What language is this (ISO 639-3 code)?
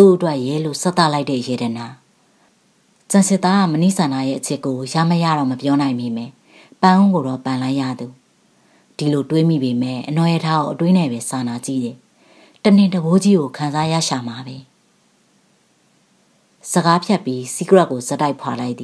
mya